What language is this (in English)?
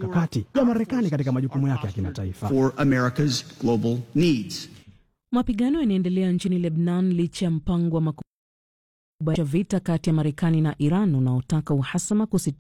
Swahili